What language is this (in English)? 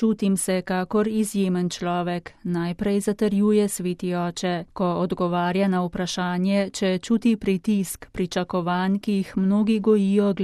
Slovenian